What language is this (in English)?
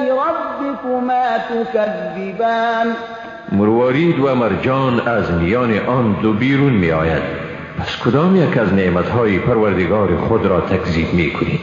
Persian